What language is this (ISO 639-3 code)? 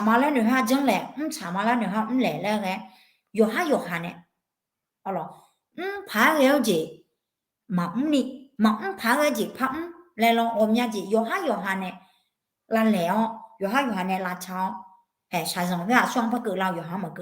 ahk